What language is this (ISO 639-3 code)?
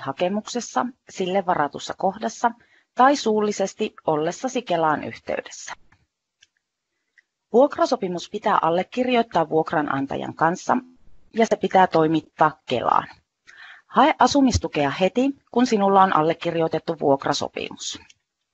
fin